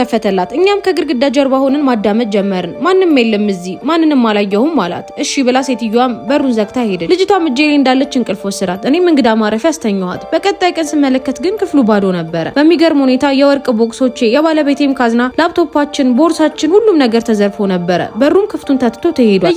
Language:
Amharic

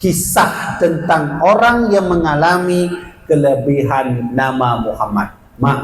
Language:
Achinese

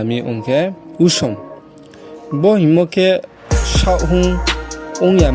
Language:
Riang (India)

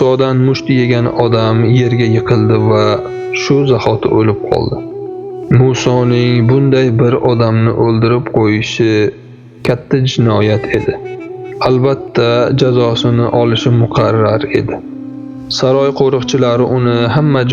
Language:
Uzbek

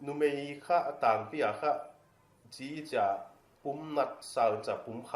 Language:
Paite Chin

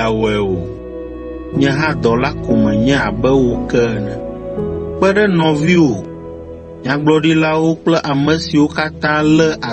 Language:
Ewe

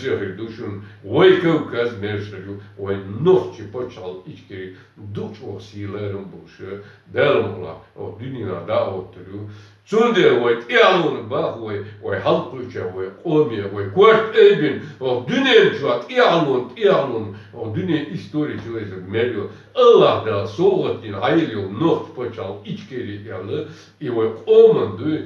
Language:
Chechen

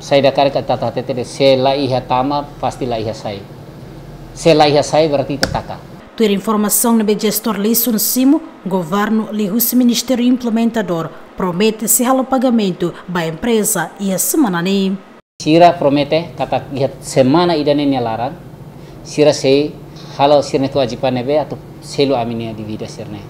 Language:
Tetum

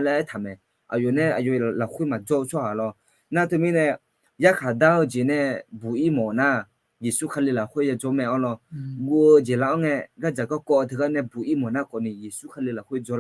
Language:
Akha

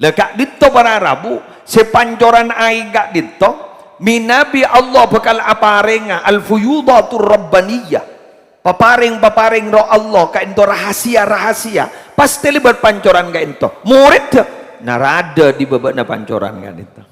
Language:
Madurese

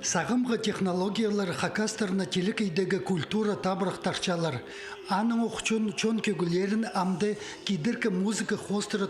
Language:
Khakas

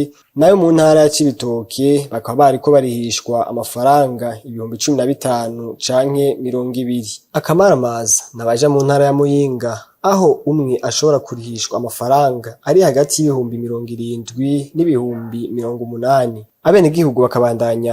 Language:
Rundi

